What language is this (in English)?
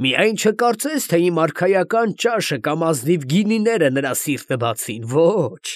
Armenian